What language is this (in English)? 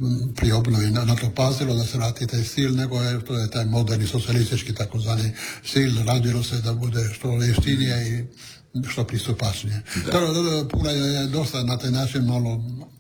Croatian